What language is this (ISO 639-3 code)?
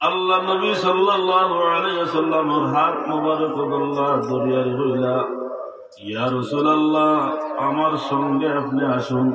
syl